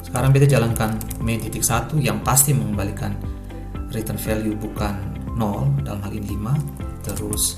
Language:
Ambonese Malay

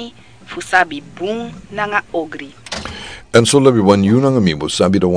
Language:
Sranan Tongo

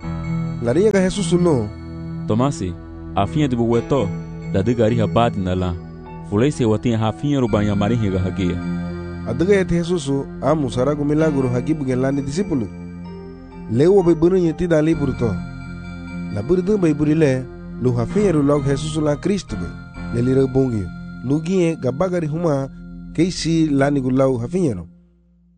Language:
Garifuna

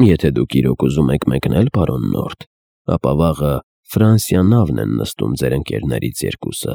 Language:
Armenian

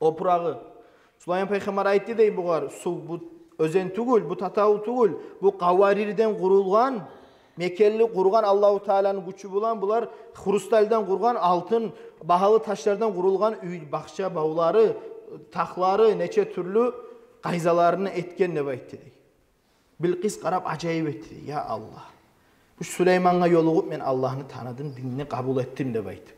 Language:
Kumyk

